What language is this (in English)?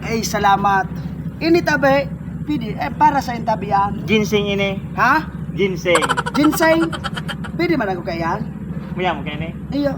Bikol